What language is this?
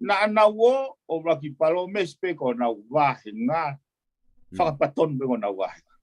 Tongan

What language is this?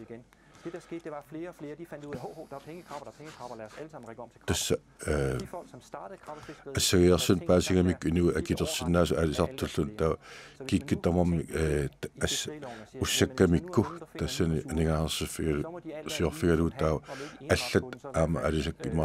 Kalaallisut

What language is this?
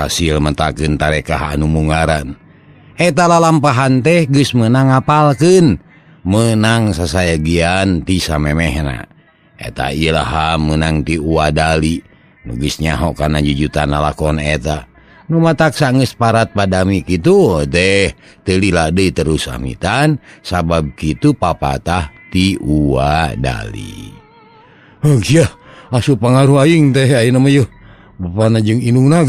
Sundanese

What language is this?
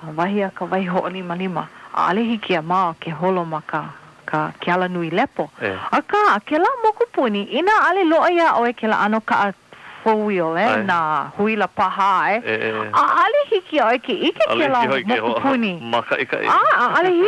Hawaiian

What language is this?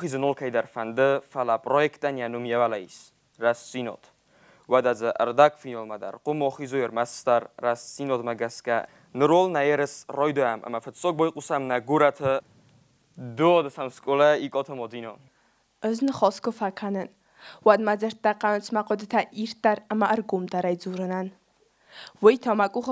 Ossetic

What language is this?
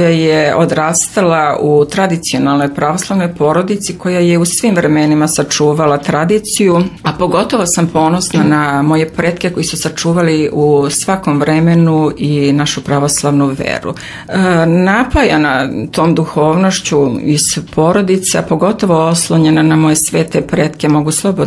Serbian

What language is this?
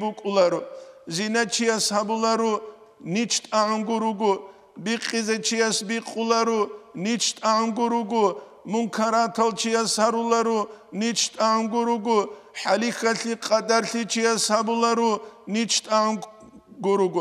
Avaric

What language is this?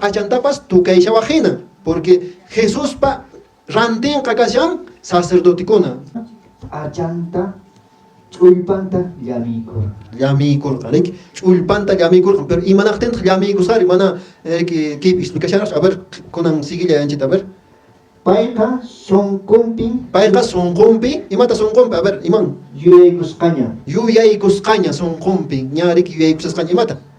Quechua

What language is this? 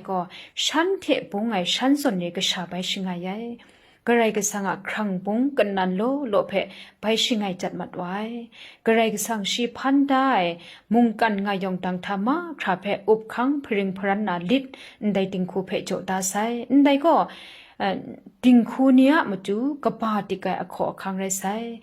Kachin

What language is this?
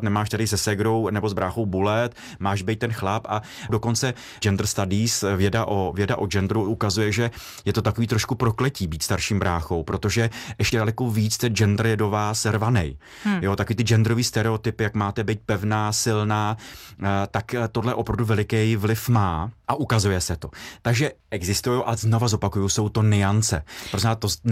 Czech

